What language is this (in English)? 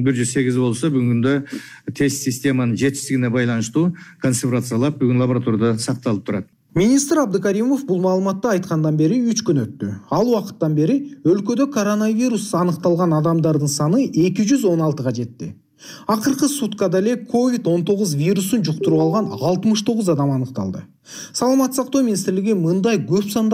Kyrgyz